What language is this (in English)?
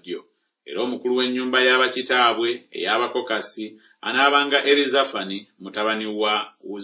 Ganda